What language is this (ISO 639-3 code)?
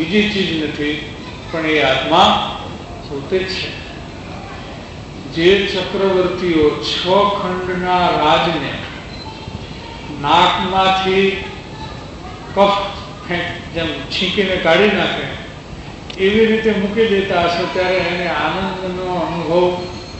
guj